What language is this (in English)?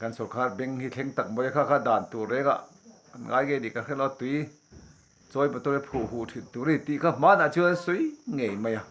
Mizo